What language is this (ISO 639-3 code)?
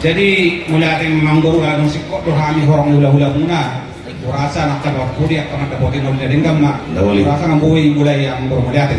bbc